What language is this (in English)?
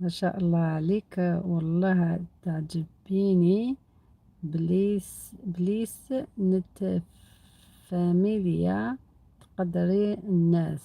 Algerian Arabic